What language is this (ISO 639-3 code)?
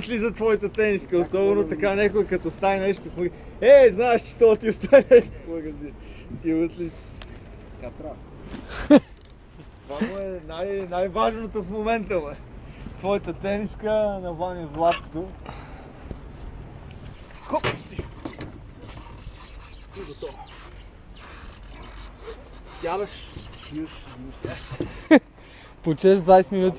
bul